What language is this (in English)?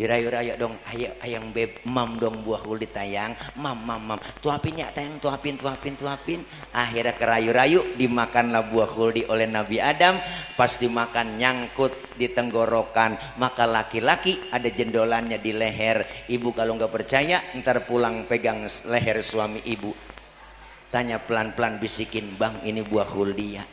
Betawi